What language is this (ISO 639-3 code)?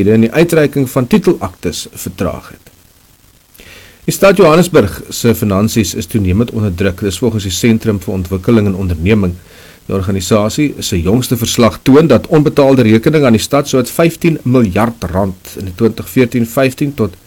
afr